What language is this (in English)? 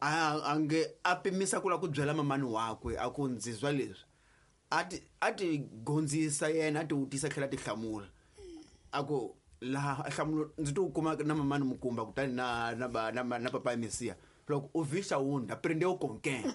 Tsonga